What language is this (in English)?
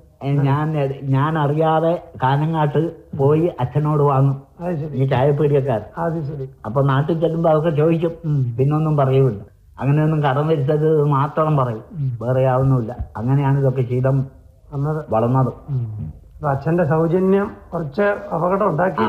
Malayalam